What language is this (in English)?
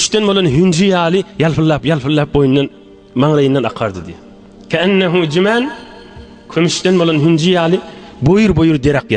Turkmen